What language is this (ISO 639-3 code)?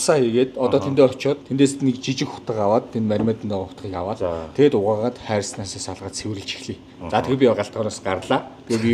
mon